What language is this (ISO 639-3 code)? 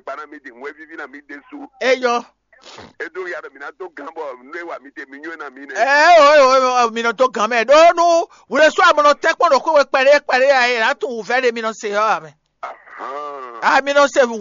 fon